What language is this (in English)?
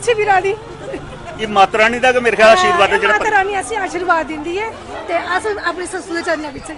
Dogri